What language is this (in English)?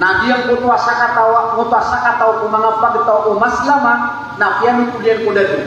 Maranao